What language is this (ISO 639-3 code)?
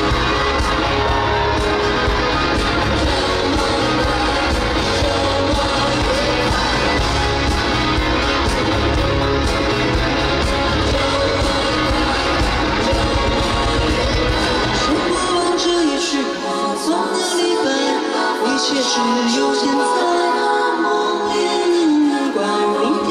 zho